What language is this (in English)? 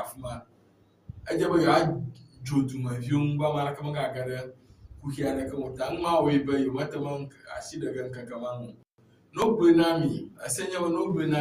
Ewe